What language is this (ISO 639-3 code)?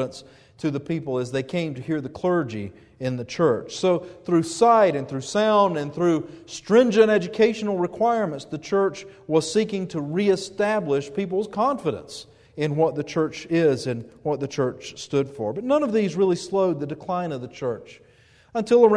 eng